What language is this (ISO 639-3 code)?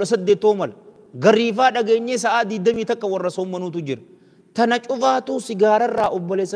orm